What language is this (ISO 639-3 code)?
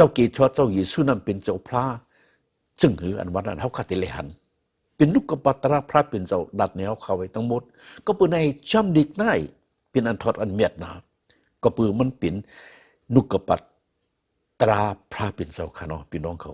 shn